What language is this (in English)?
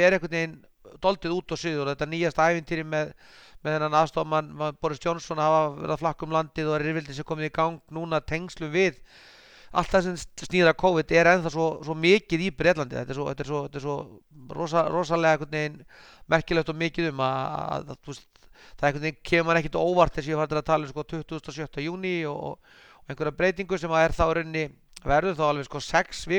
Icelandic